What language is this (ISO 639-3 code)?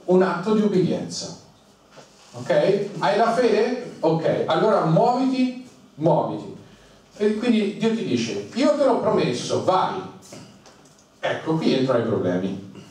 ita